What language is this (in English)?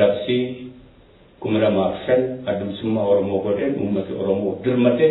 Oromo